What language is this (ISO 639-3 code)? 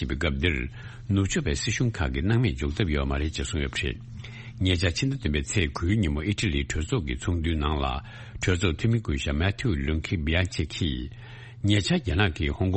bod